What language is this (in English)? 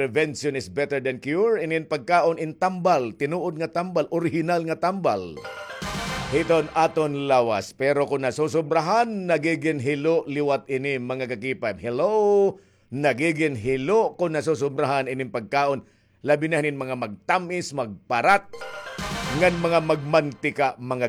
Waray